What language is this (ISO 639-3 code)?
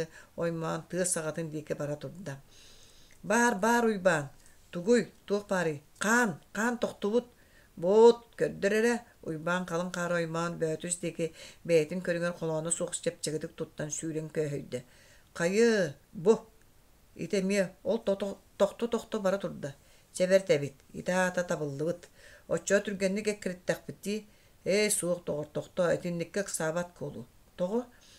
sah